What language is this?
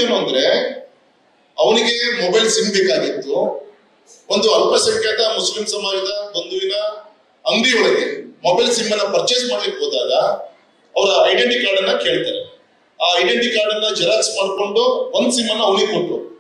Kannada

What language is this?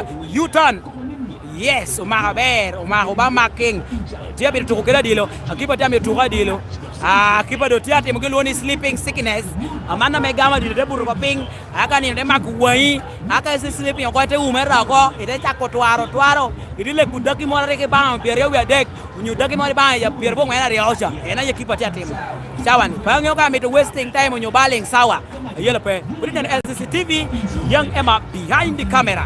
Lango (Uganda)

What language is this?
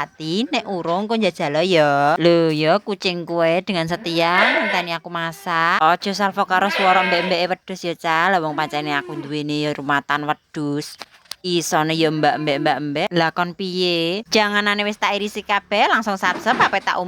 Javanese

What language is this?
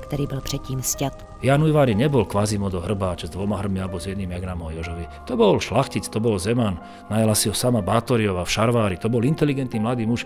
Slovak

